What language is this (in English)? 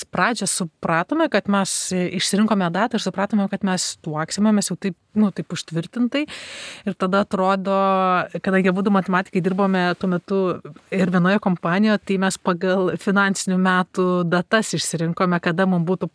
Lithuanian